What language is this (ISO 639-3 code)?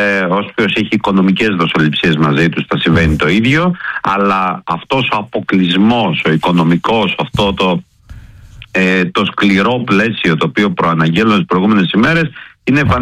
ell